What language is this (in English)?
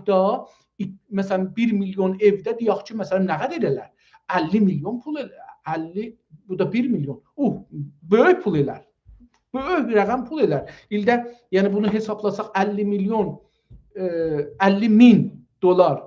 South Azerbaijani